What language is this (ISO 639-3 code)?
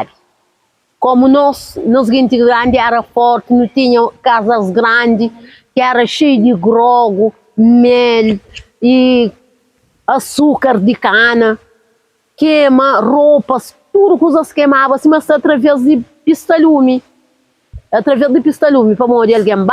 kea